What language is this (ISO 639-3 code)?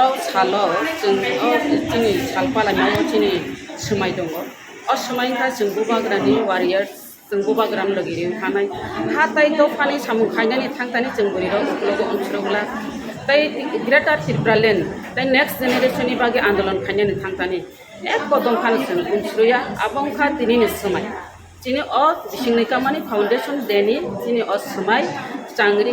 trp